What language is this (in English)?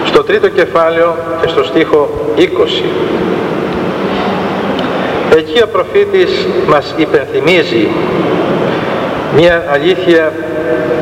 Greek